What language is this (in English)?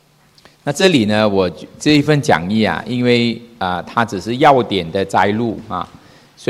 Chinese